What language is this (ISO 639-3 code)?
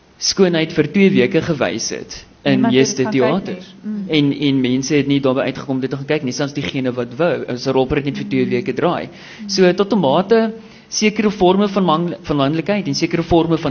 afr